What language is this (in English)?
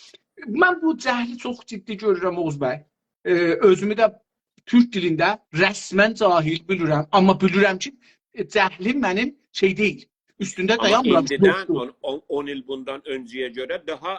South Azerbaijani